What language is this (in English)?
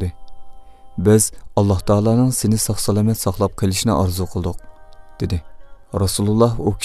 Uyghur